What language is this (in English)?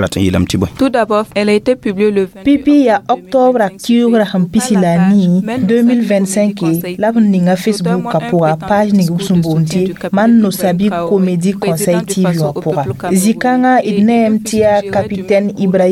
Mossi